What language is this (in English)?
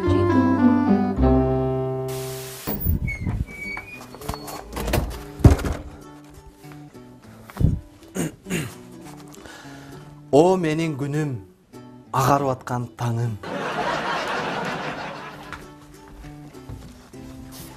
Kyrgyz